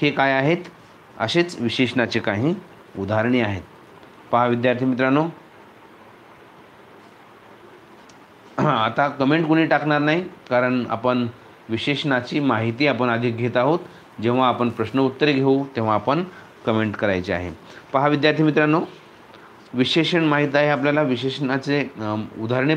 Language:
Marathi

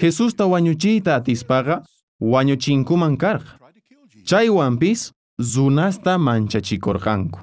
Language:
South Bolivian Quechua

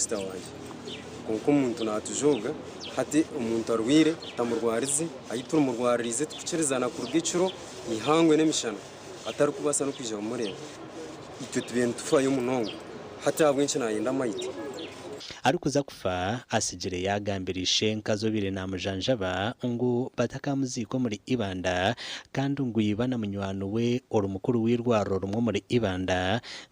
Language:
Nyankole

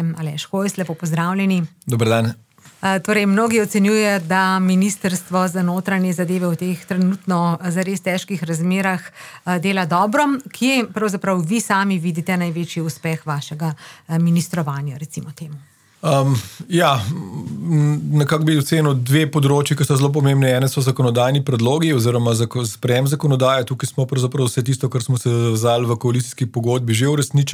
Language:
Slovenian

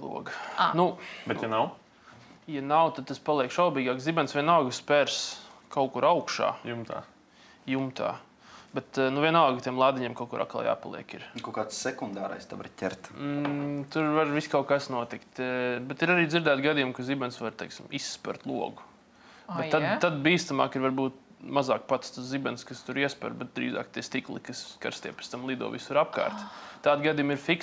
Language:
Latvian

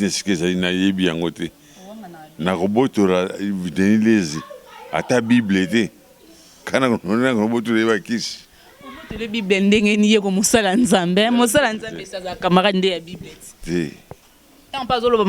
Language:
Lingala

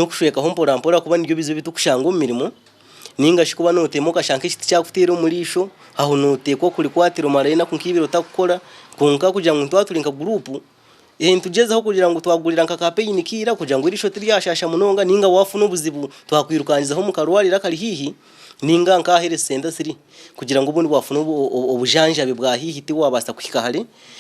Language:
Nyankole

